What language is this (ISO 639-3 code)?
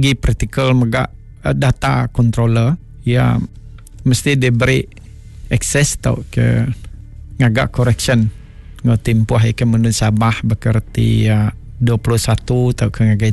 iba